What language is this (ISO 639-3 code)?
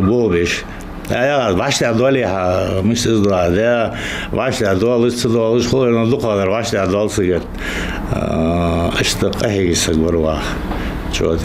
inh